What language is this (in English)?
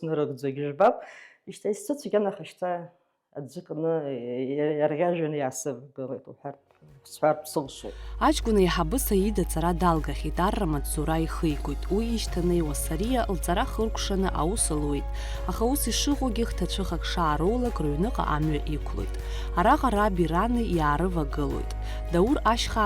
Abkhazian